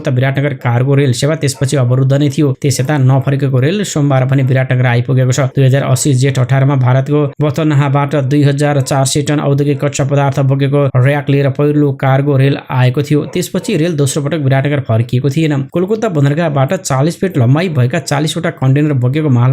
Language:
Nepali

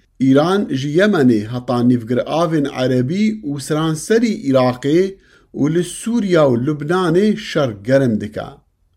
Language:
Kurdish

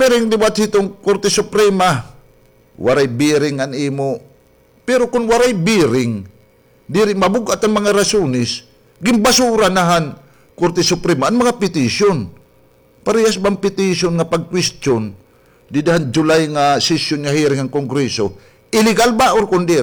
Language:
Waray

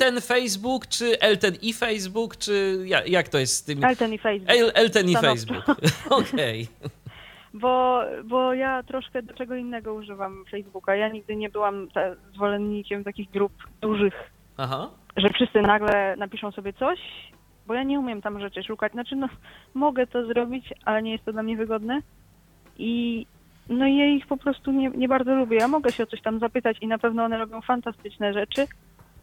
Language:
Polish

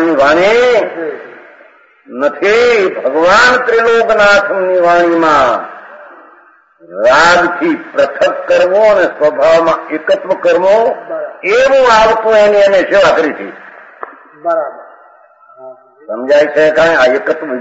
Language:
Gujarati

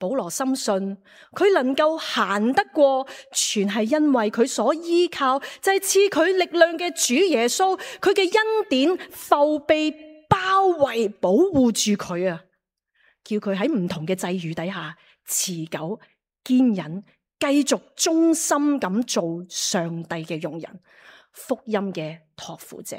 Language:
Cantonese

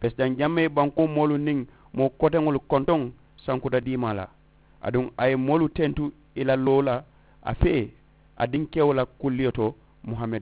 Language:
Mandingo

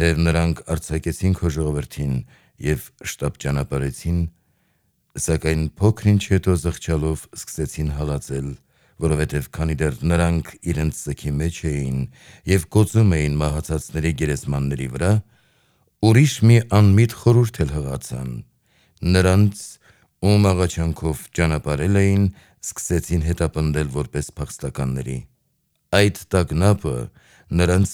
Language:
Armenian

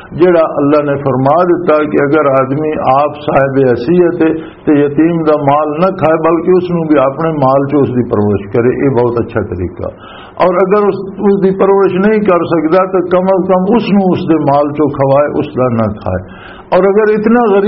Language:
Western Panjabi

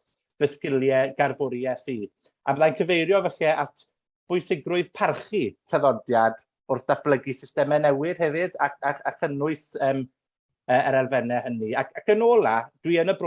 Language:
Welsh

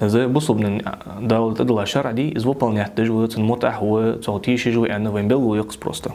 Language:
Ingush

